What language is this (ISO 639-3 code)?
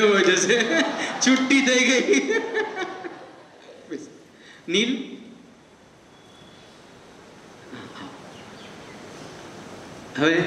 guj